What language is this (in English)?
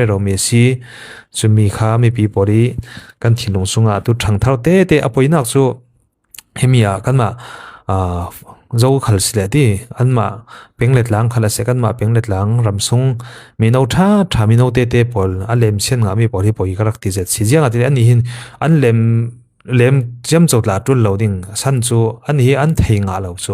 Falam Chin